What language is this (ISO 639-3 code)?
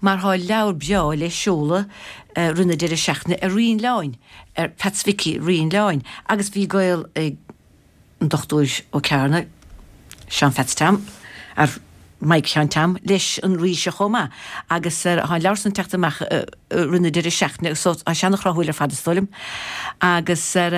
gle